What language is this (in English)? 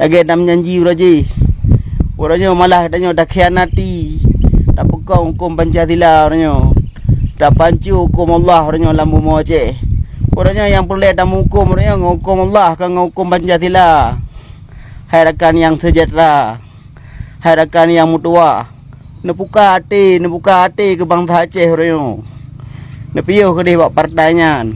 Achinese